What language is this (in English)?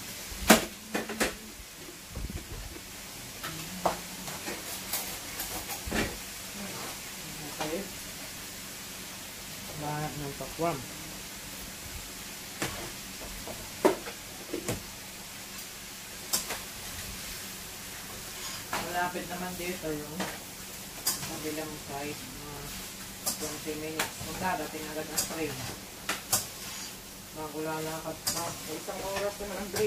Filipino